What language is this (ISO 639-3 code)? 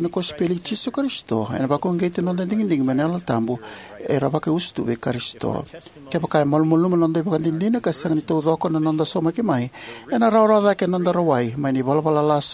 fij